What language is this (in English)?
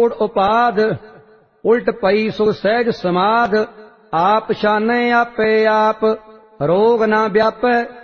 Punjabi